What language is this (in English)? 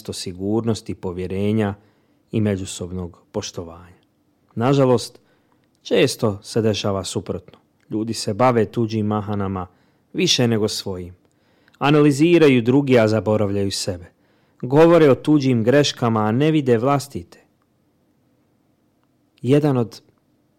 Bosnian